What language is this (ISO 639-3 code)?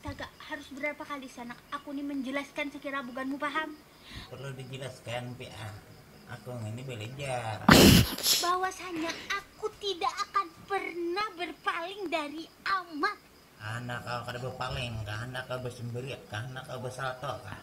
bjn